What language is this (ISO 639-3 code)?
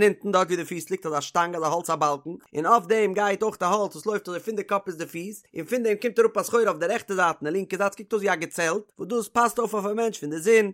yid